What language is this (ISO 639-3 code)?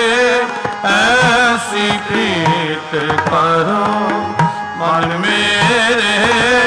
pan